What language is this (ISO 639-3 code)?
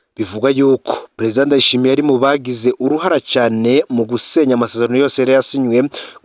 run